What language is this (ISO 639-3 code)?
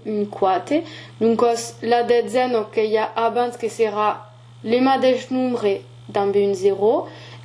oci